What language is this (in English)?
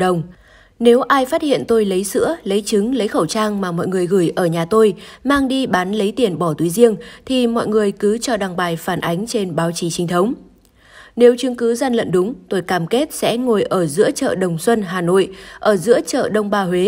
Vietnamese